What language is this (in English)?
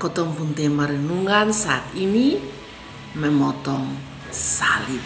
Kupang Malay